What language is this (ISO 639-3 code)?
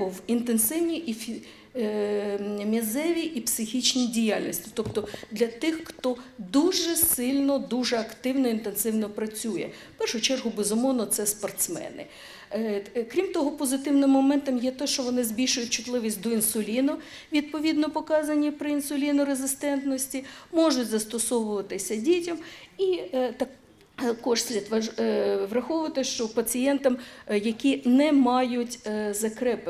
ukr